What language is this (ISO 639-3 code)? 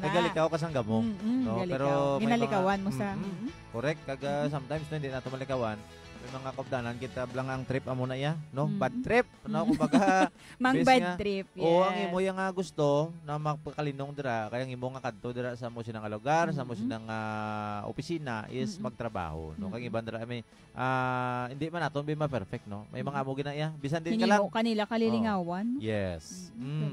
hil